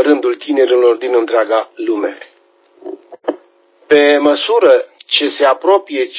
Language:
Romanian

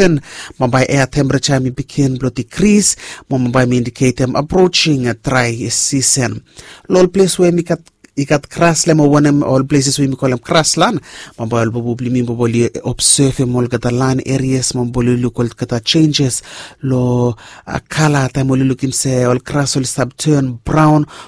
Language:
Bislama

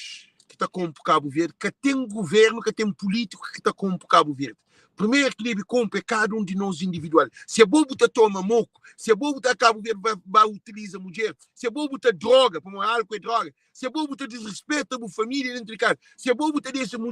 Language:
Kabuverdianu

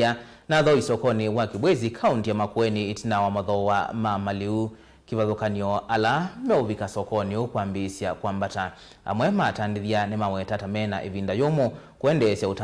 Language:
Kamba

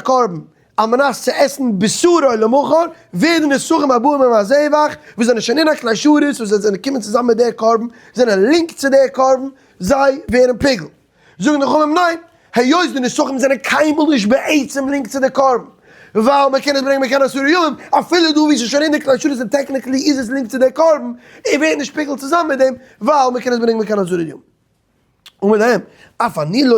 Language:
Yiddish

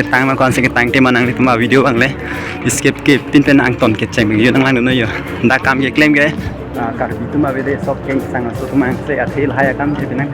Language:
Karbi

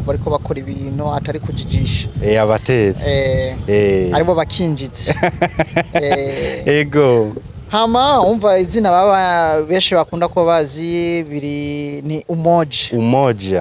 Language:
Rundi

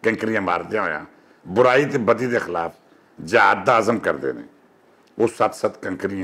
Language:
Western Panjabi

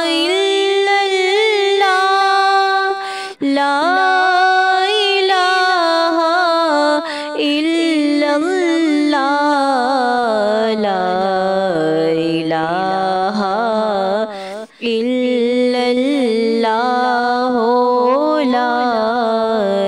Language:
Urdu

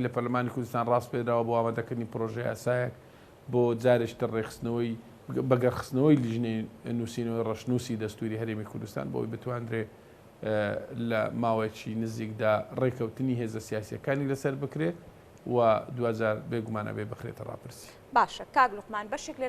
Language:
Central Kurdish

